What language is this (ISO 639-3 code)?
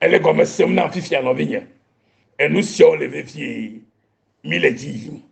ewe